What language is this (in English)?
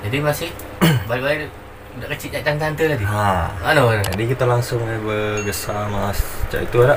Musi